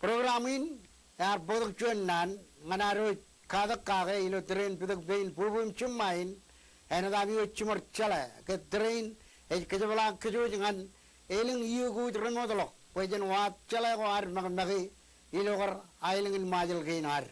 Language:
Marshallese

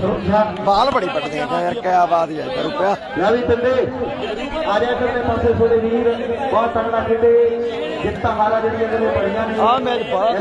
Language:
Punjabi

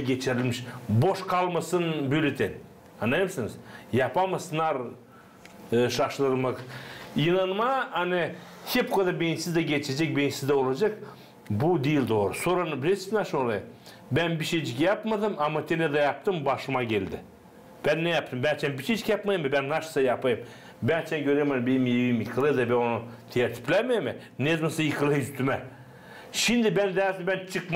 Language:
Gagauz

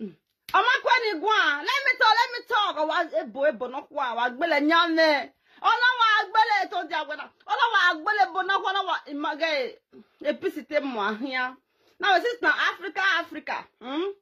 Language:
Nigerian Pidgin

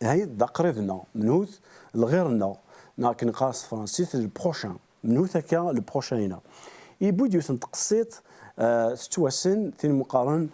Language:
Kabyle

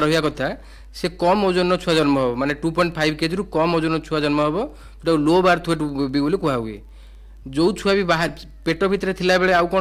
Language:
Odia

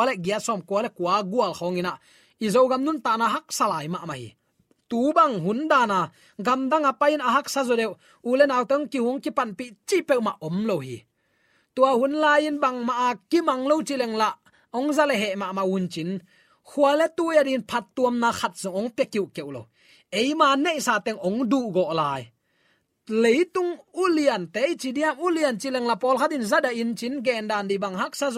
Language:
Tedim Chin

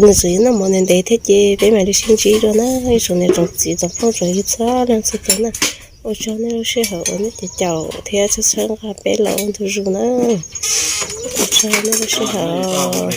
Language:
Hmong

